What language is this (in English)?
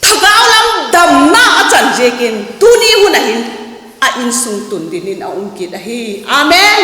Vaiphei